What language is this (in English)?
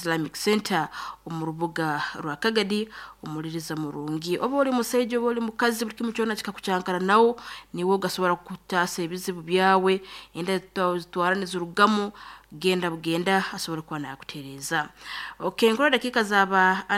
Nyankole